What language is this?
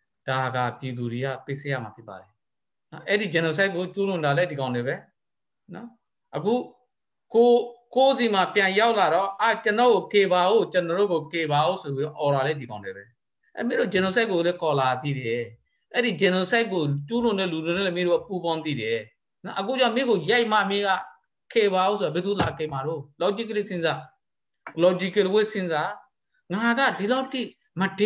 Burmese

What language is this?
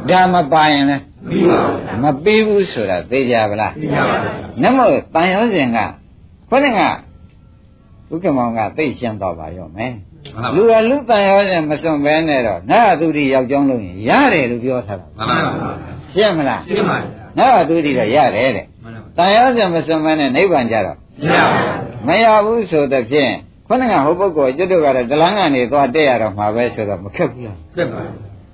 Burmese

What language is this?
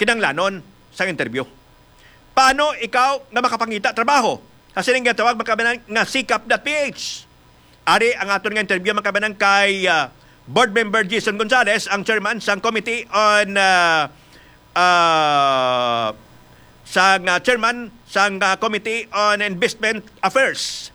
Hiligaynon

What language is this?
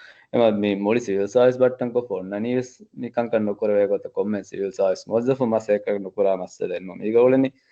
Divehi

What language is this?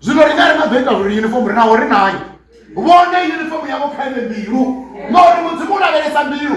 Venda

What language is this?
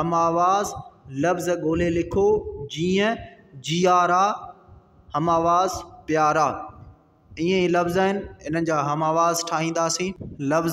Sindhi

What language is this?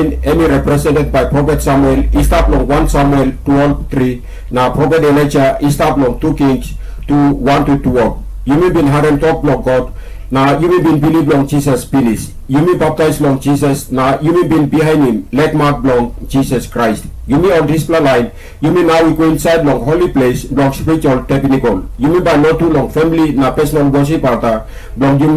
Tok Pisin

